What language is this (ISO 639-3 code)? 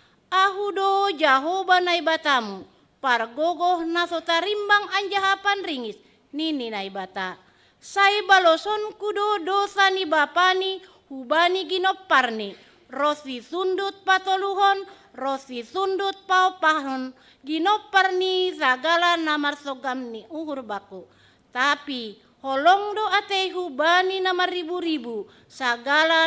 bts